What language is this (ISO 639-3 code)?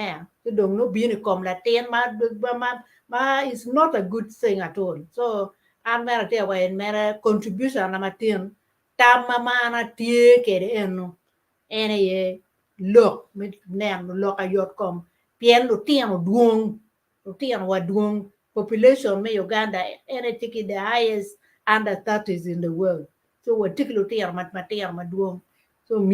ach